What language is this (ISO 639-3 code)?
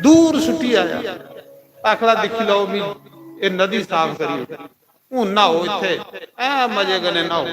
doi